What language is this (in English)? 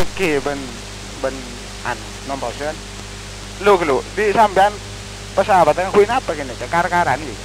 Madurese